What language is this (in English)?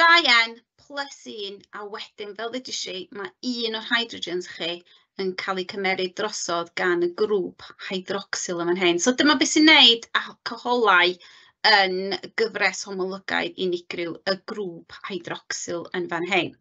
Welsh